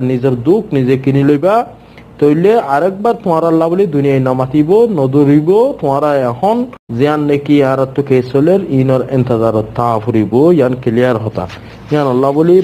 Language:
Rohingya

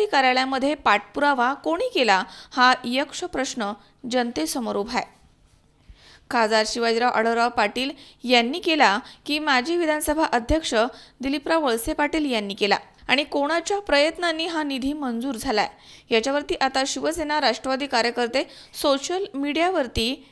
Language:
Marathi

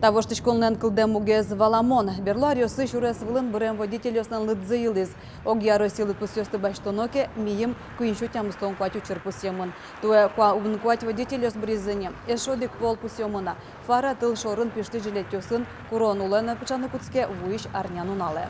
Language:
Udmurt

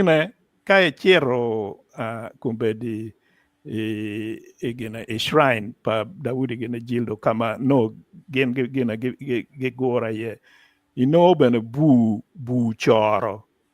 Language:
Acoli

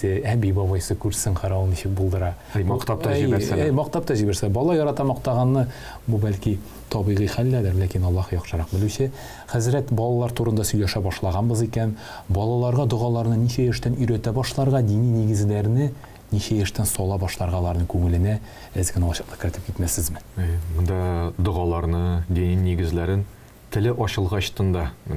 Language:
Tatar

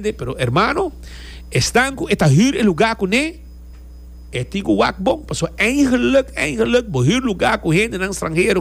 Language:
Papiamento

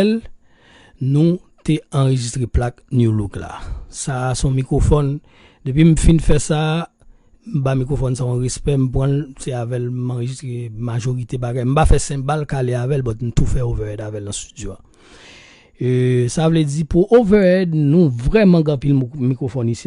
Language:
Haitian Creole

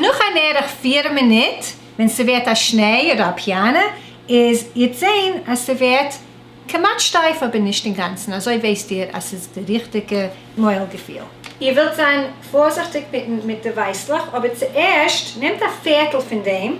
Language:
Yiddish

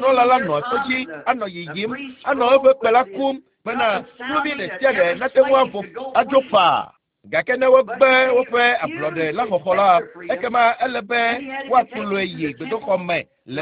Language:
Ewe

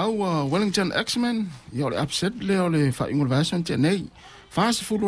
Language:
Samoan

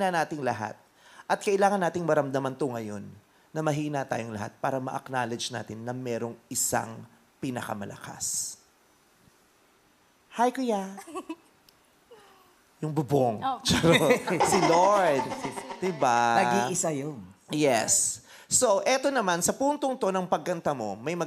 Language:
Filipino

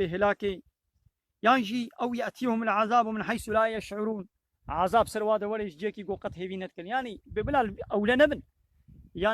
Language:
Kurdish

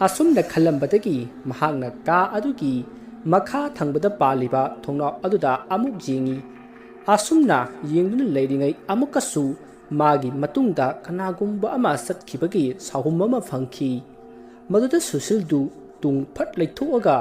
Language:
Manipuri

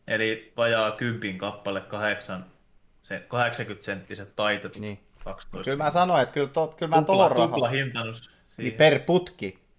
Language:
Finnish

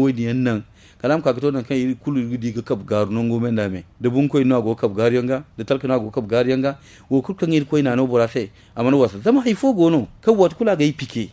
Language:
Zarma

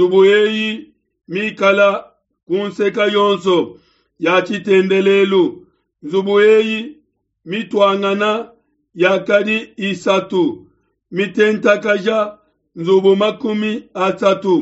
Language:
Luba-Lulua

